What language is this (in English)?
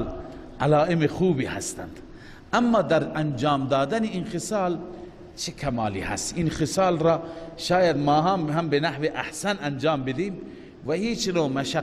Persian